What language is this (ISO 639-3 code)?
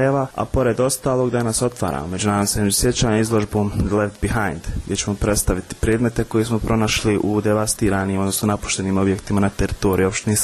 bos